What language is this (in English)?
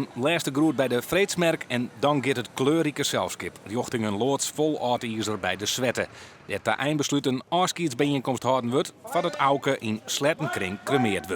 Western Frisian